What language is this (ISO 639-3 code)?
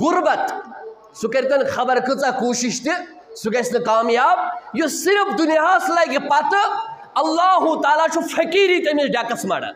kas